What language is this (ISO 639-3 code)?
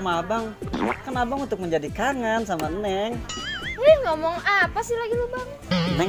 bew